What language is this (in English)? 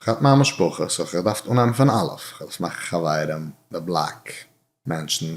Yiddish